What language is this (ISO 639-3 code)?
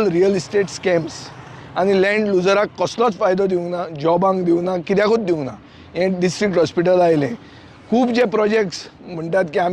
kok